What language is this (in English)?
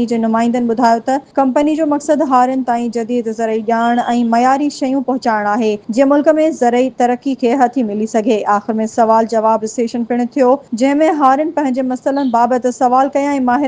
Sindhi